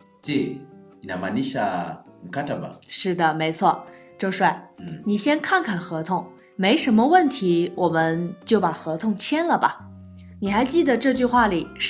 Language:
Swahili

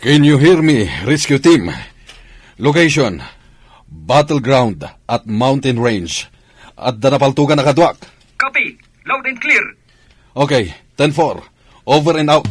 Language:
Iloko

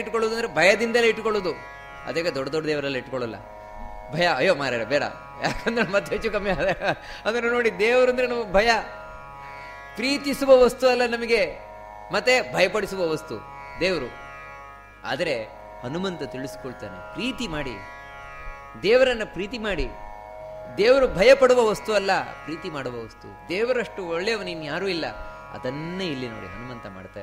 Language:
Kannada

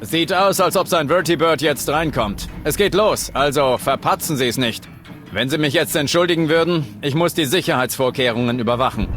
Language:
Bavarian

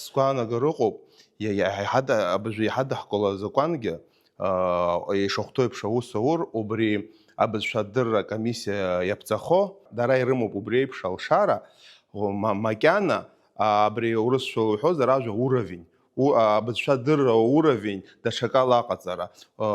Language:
Abkhazian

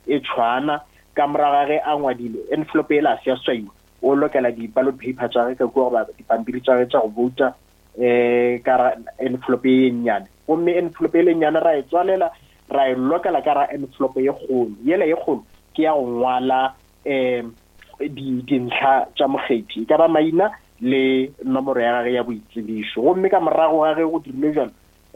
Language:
Northern Sotho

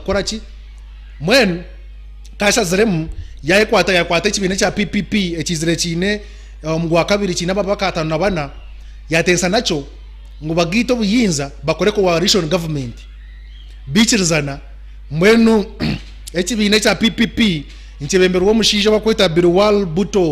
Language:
Nyankole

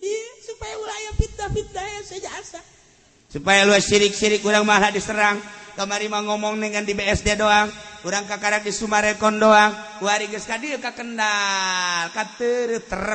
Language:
Sundanese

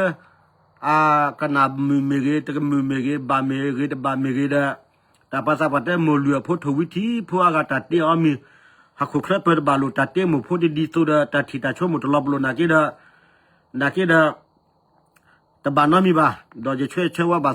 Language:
S'gaw Karen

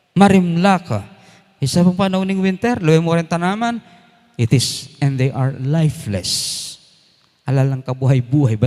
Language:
Pampanga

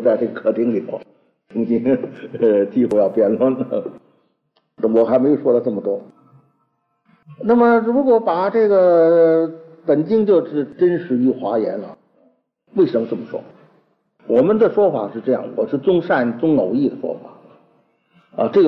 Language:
Chinese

